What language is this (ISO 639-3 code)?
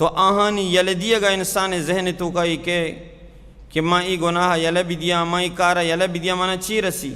bal